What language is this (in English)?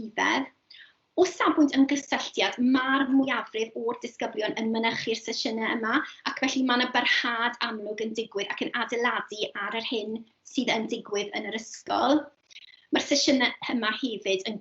Welsh